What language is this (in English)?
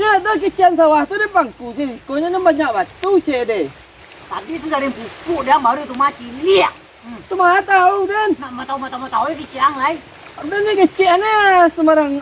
Minangkabau